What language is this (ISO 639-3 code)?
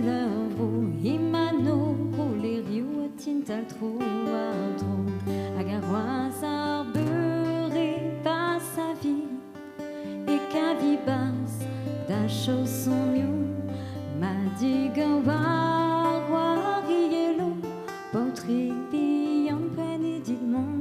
bre